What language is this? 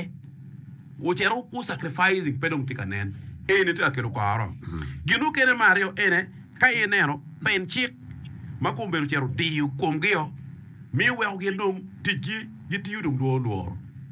Acoli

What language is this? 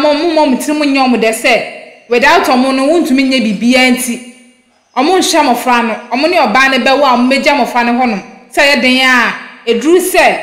Akan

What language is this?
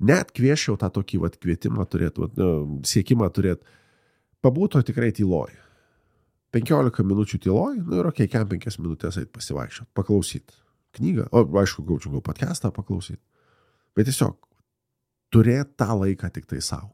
Lithuanian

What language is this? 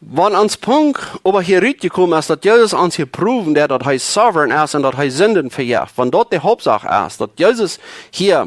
Plautdietsch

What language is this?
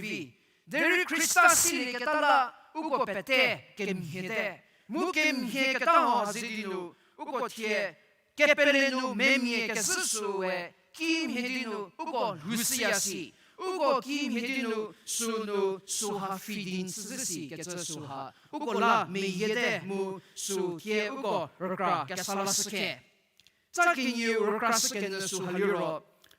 Angami Naga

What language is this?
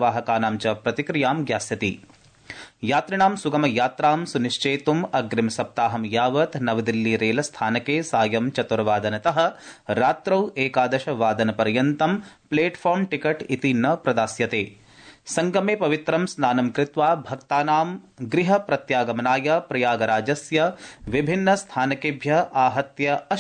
Sanskrit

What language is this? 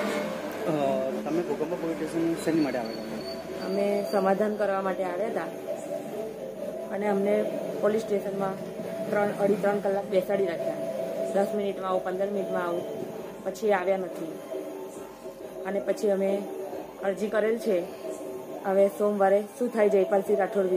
Gujarati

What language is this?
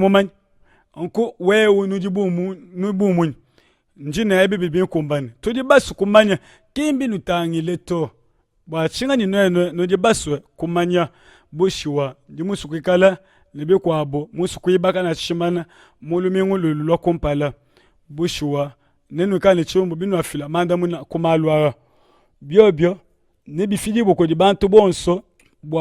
Luba-Lulua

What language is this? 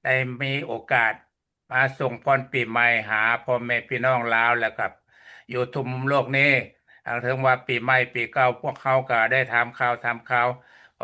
Lao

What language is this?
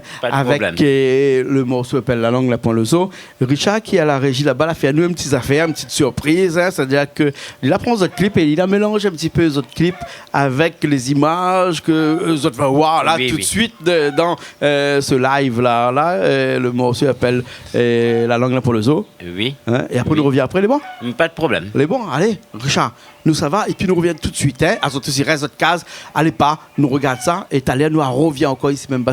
Réunion Creole French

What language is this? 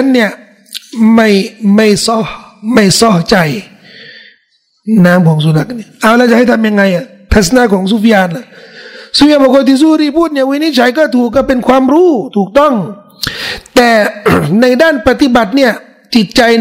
Thai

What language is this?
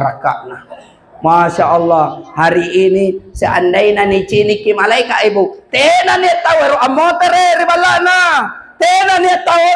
Makasar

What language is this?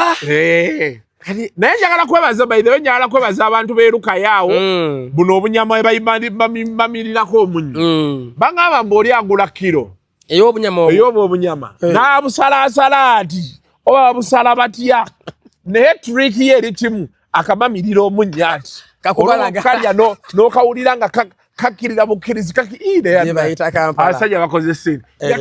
Ganda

